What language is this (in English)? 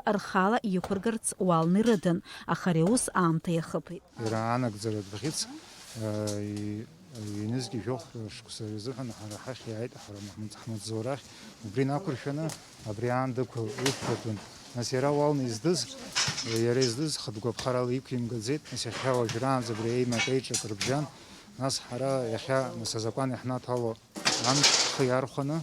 Abkhazian